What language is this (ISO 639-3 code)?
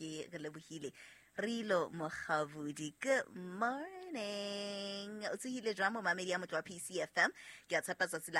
sot